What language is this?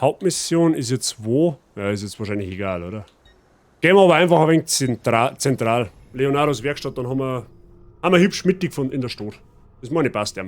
Bavarian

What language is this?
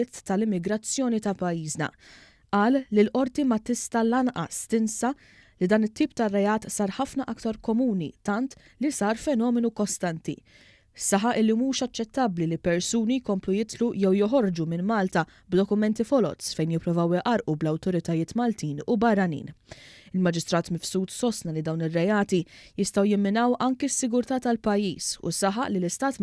Maltese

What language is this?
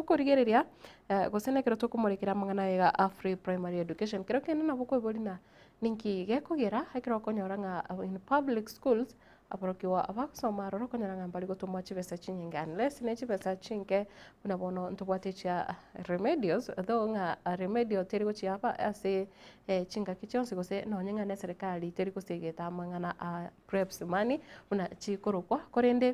Gusii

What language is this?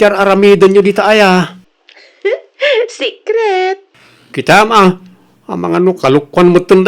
Iloko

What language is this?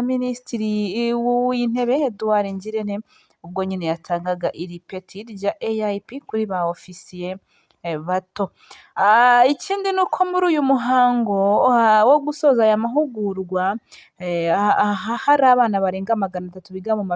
Kinyarwanda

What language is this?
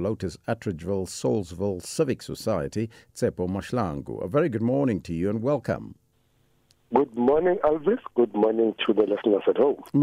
English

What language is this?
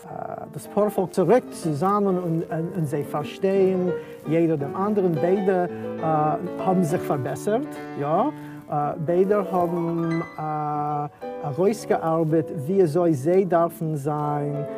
Yiddish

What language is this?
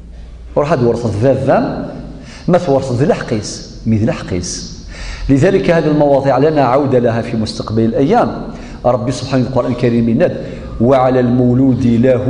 Kabyle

